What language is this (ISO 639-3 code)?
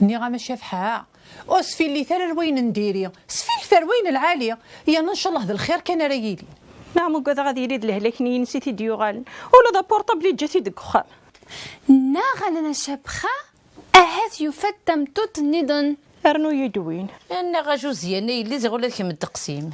kab